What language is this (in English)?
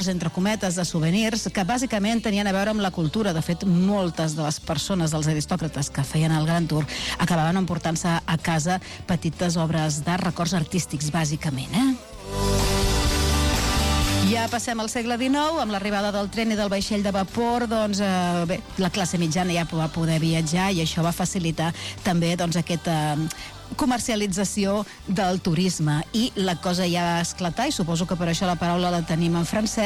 Catalan